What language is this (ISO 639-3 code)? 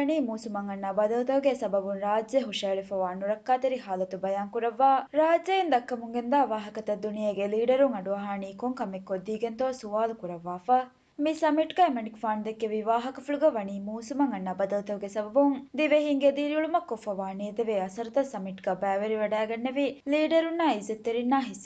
div